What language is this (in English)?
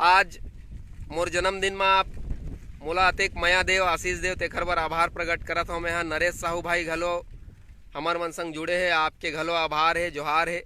Chhattisgarhi